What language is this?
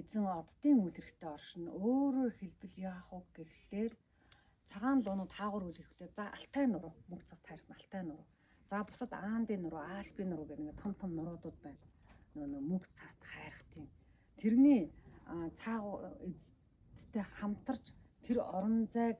Mongolian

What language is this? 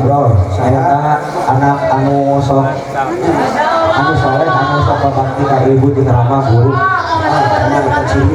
Sundanese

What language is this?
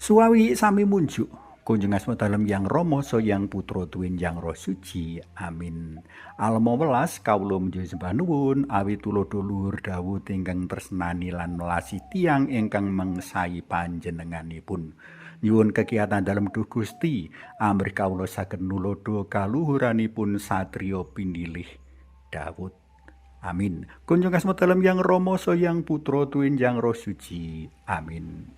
Javanese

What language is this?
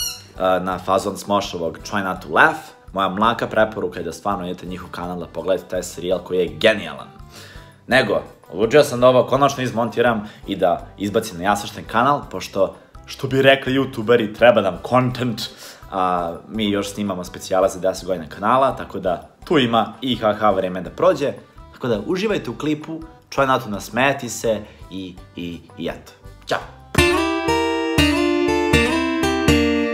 Serbian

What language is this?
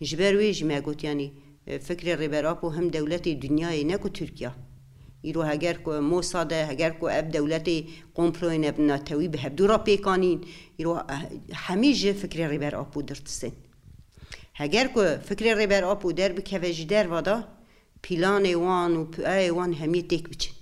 Kurdish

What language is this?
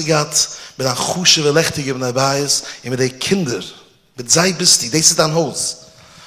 Yiddish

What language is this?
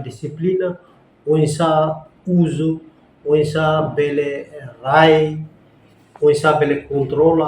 Tetum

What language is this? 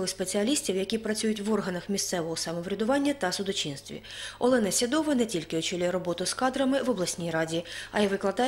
Ukrainian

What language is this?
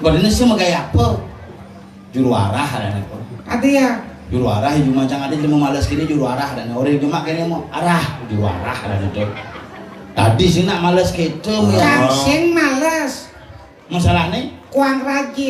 Balinese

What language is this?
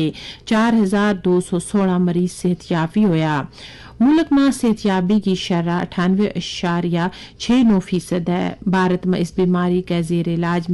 Gujari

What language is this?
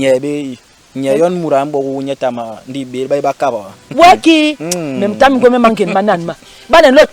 Basaa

